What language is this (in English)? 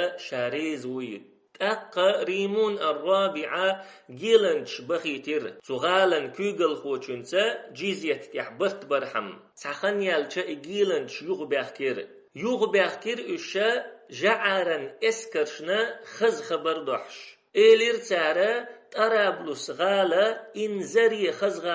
Chechen